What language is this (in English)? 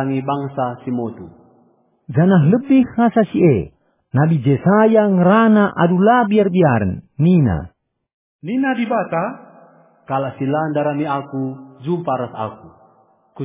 Batak Karo